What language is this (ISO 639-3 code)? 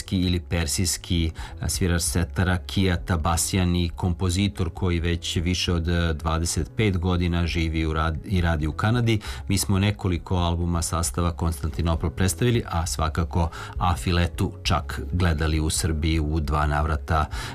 srp